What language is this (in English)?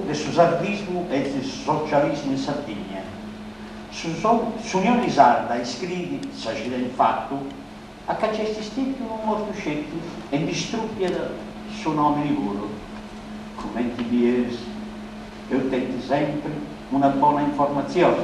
Sardinian